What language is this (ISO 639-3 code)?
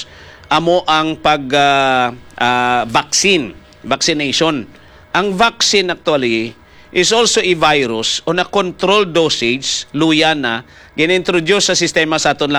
hil